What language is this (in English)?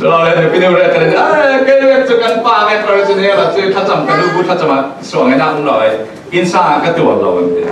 Falam Chin